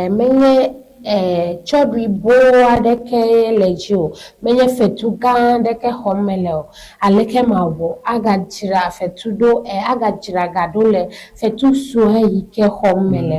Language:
Ewe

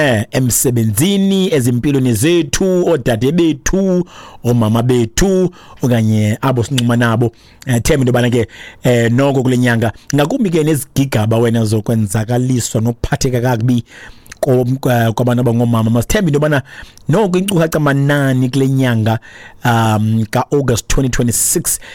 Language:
Xhosa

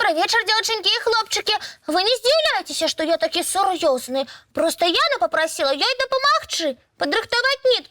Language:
Belarusian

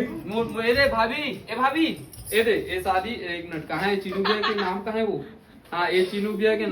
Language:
Chhattisgarhi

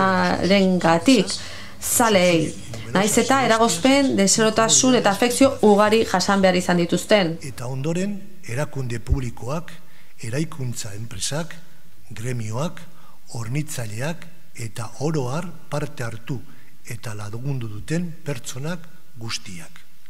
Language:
Basque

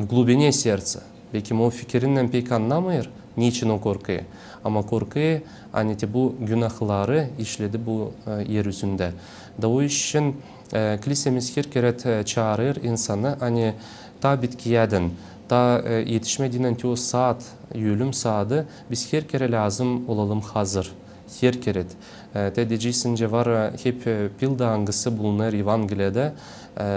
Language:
Gagauz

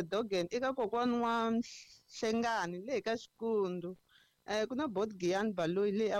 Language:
Tsonga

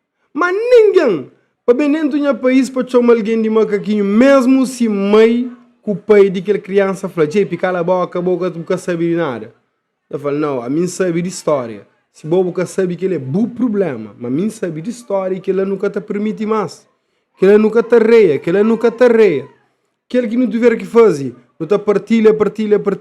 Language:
Kabuverdianu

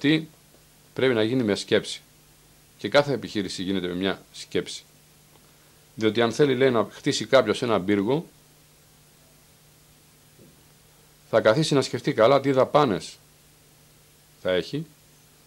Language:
Greek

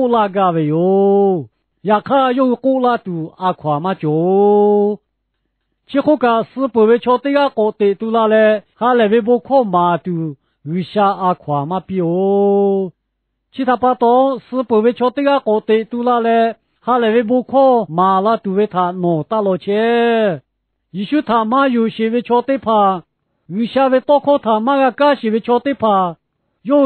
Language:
Lahu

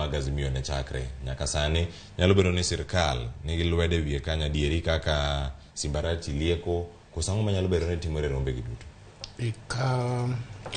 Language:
Luo (Kenya and Tanzania)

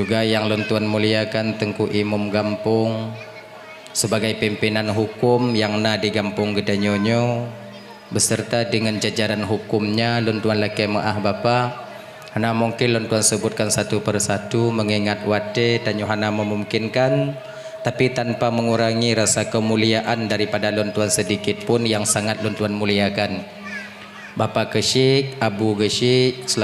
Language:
Achinese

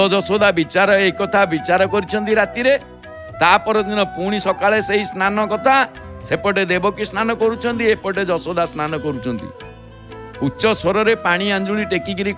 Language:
Odia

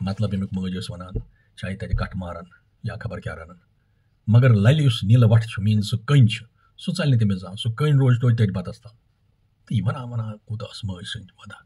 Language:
Kashmiri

